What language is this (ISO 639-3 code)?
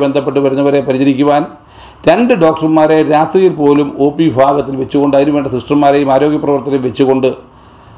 mal